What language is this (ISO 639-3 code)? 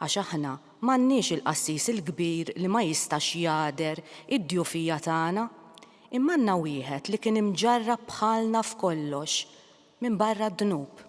mlt